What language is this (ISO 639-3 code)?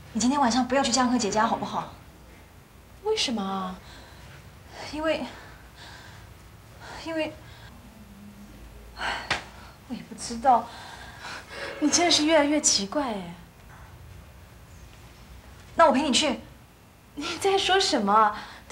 nan